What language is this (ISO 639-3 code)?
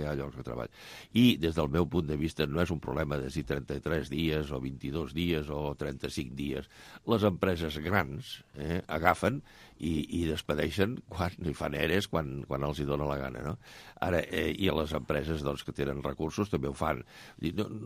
cat